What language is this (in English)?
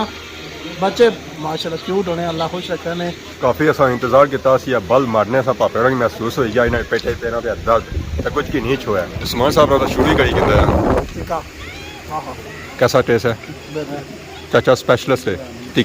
Pahari-Potwari